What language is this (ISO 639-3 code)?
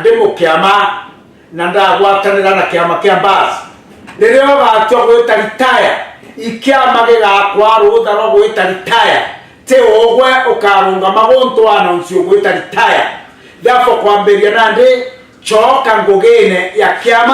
mer